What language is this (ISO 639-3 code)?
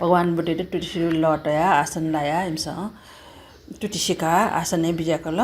new